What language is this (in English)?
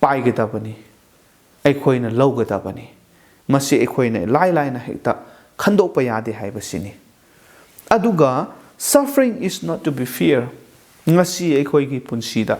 Manipuri